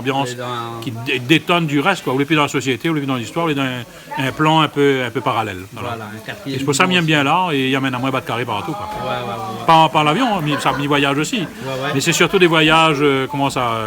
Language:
Réunion Creole French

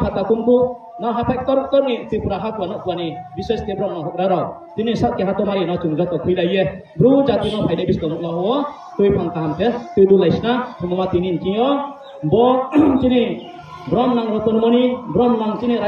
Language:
Riang (India)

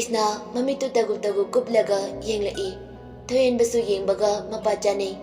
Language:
Manipuri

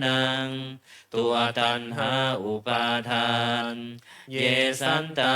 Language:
Pali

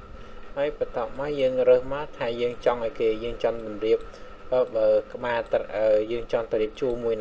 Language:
Khmer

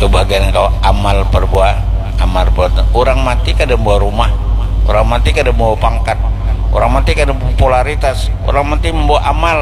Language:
Banjar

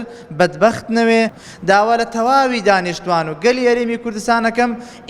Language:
Central Kurdish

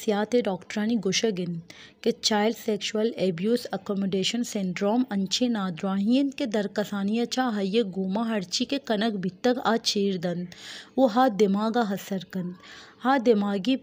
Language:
Baluchi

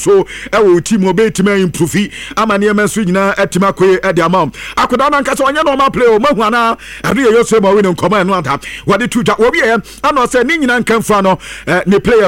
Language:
Akan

